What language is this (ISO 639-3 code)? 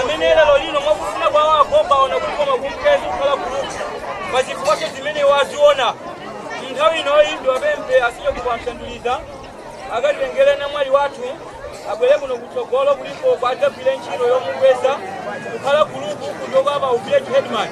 nya